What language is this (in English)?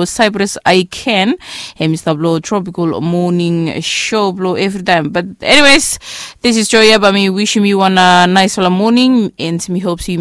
Bislama